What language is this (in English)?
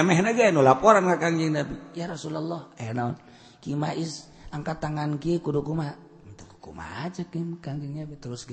Sundanese